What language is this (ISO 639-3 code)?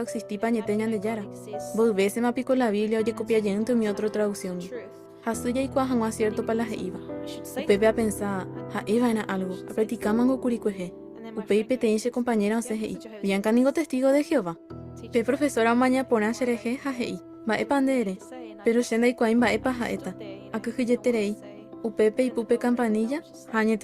grn